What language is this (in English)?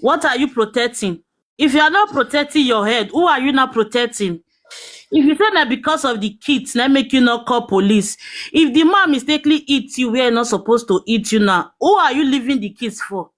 Nigerian Pidgin